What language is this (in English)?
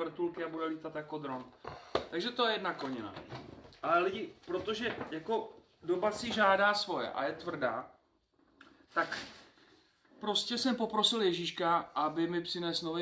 Czech